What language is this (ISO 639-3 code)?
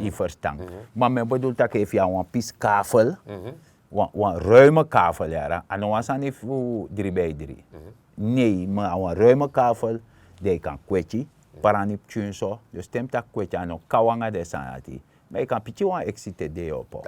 srn